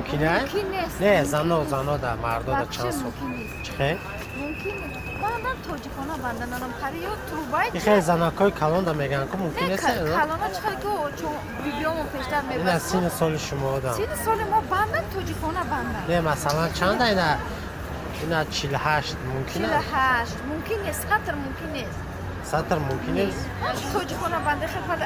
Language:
Tajik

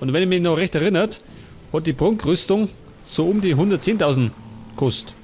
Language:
Bavarian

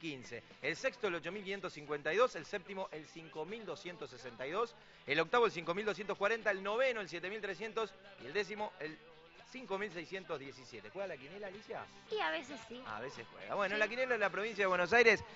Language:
Spanish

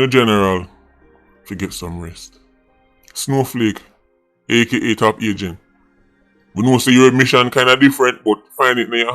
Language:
Jamaican Creole English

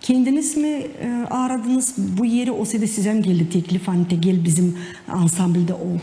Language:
Gagauz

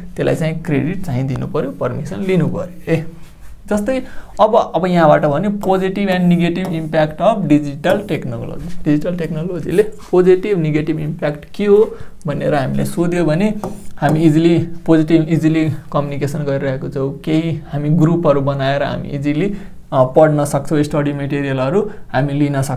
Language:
Nepali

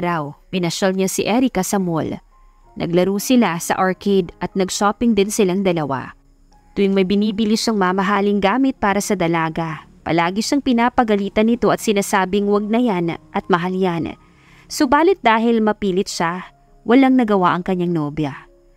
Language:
Filipino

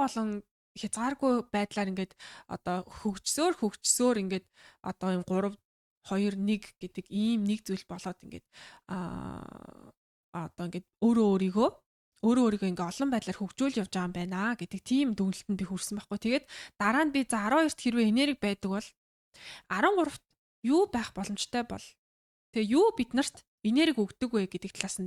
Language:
Mongolian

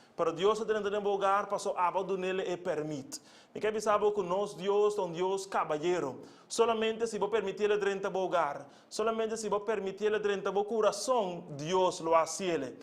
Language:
Papiamento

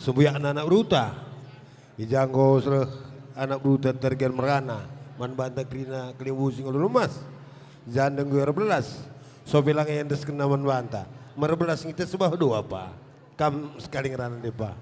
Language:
Batak Karo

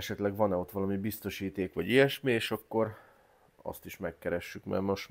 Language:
Hungarian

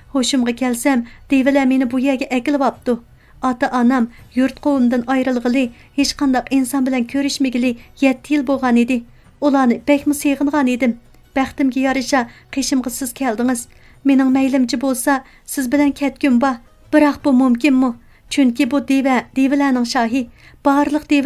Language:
Uyghur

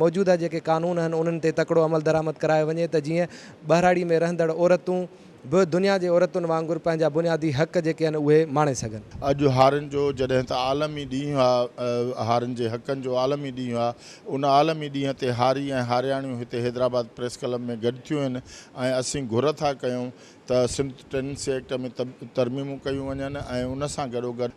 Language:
Sindhi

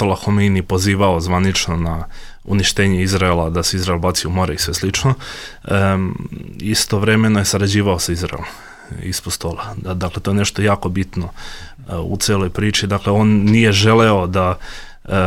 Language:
Bosnian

